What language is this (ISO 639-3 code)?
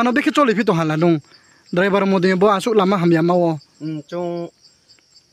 ria